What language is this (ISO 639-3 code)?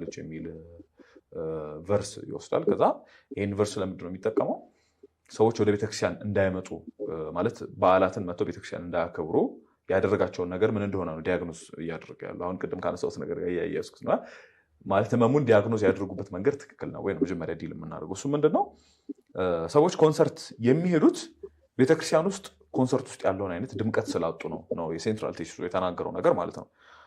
amh